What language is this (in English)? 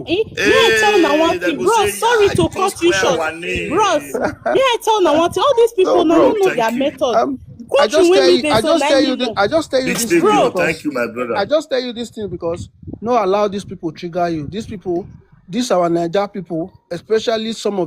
Nigerian Pidgin